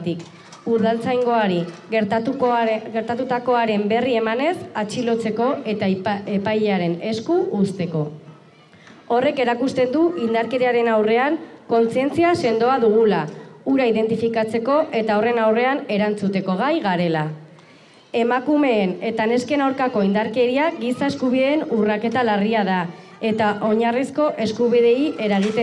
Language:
Basque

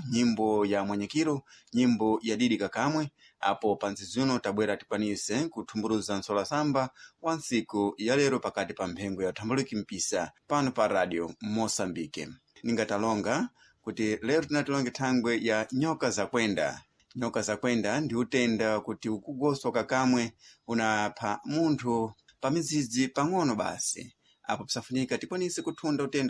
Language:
Sena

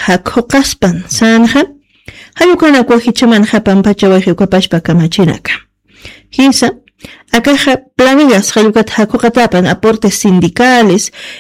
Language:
Aymara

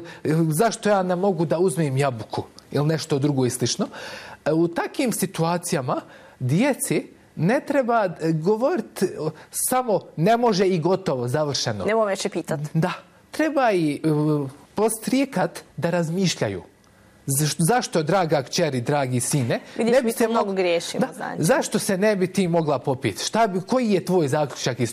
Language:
Bosnian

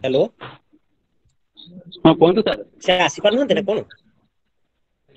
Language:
Odia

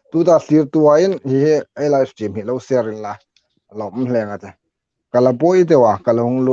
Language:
Hmar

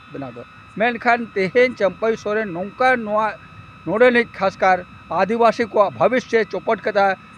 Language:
Santali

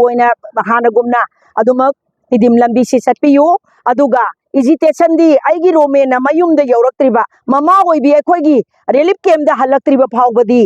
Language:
Manipuri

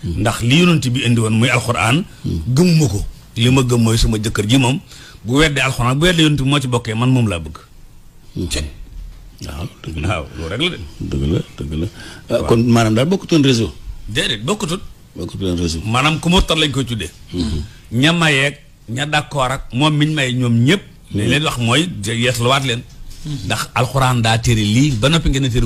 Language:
Wolof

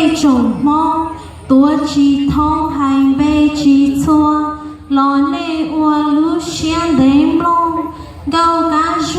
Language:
Hmong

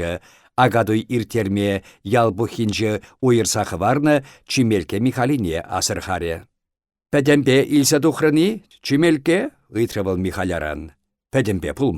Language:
Chuvash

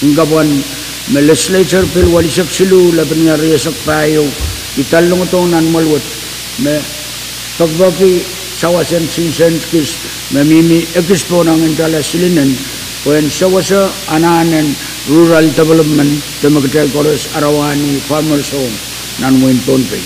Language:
Pohnpeian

